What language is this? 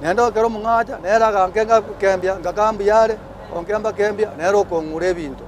Gusii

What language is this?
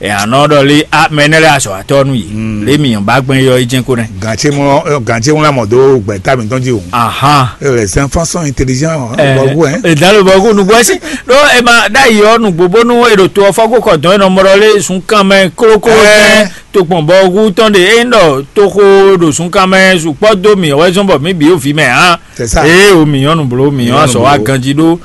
Fon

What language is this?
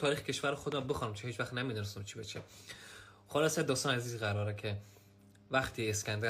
Persian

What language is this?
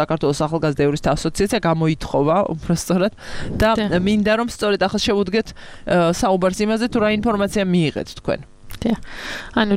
Georgian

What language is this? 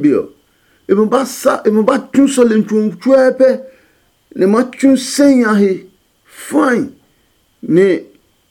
Adangme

